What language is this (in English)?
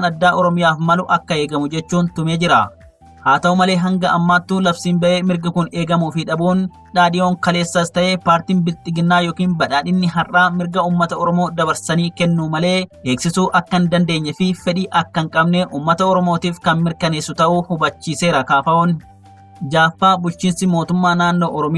Oromo